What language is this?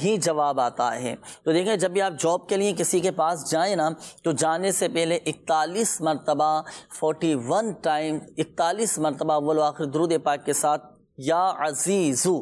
Urdu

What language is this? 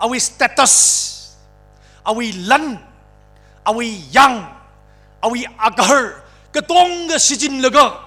Tangkhul Naga (India)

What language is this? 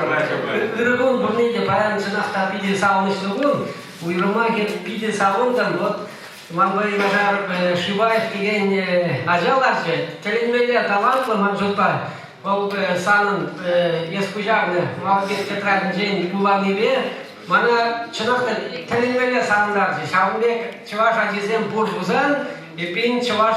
Chuvash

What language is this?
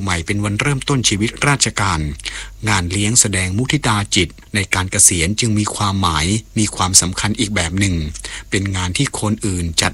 Thai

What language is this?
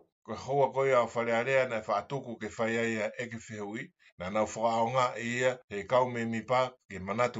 Tongan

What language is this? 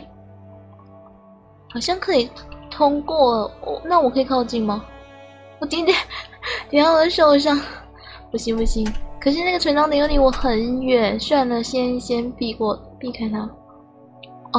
Chinese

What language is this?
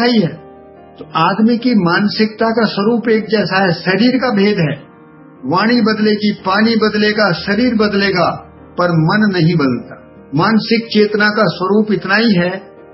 Hindi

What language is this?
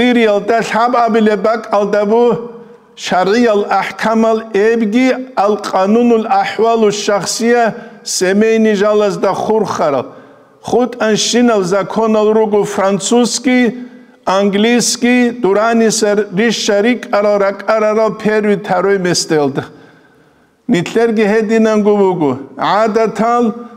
Avaric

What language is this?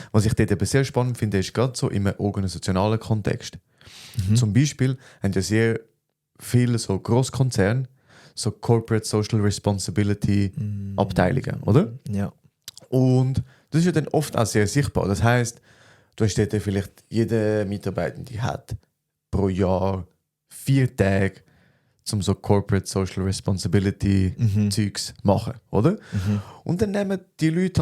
Swiss German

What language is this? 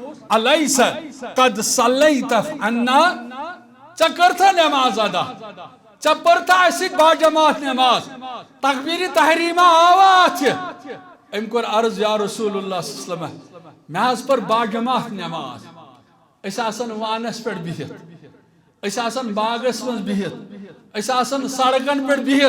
Kashmiri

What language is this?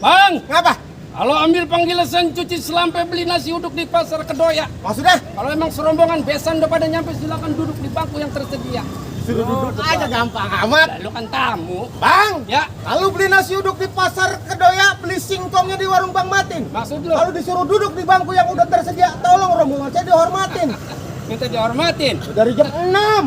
Betawi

